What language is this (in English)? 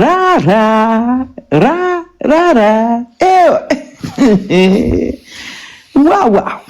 Wolof